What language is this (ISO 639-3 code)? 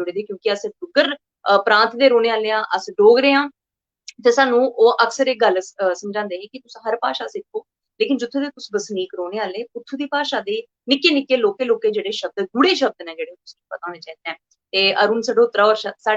doi